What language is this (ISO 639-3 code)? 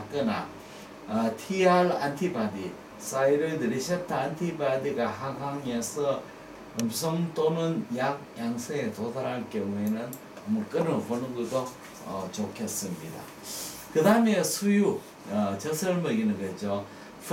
kor